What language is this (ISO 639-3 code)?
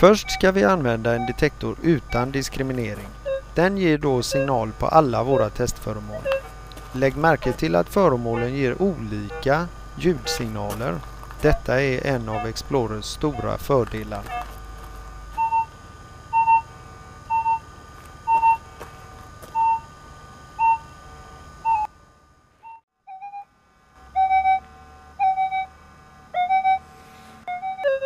swe